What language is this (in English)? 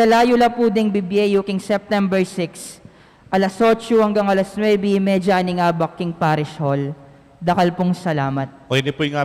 Pampanga